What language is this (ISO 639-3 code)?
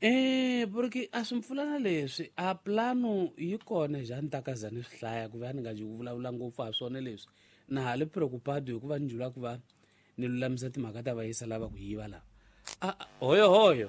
tso